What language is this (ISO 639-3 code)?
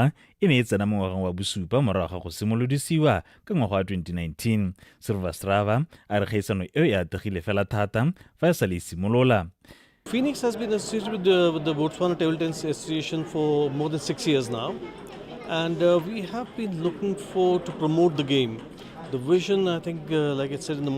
tsn